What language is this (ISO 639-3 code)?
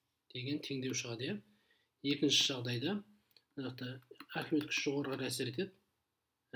kaz